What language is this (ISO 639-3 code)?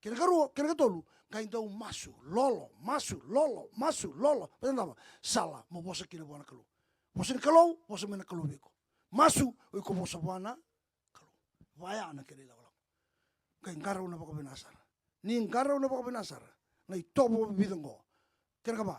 fij